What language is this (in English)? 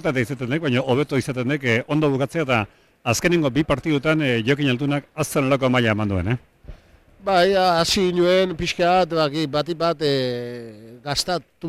Basque